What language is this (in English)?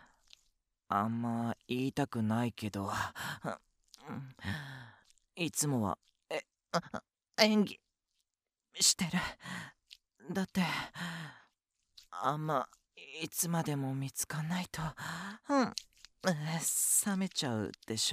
Japanese